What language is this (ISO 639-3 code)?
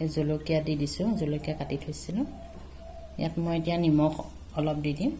asm